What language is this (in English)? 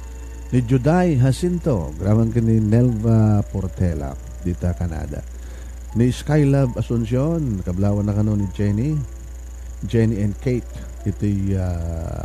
Iloko